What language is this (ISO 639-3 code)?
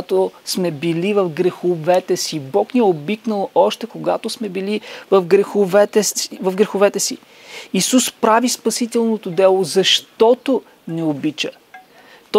bul